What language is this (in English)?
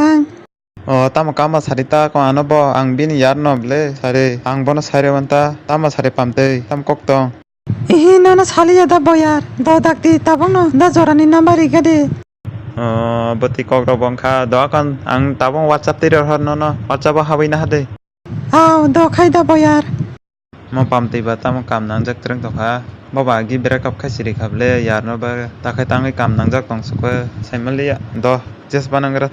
Kok Borok